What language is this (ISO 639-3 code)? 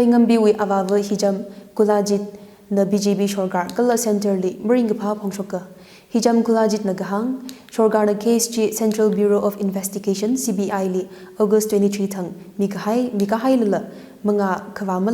nmf